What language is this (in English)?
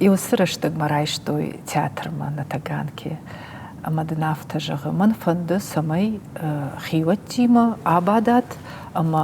Ossetic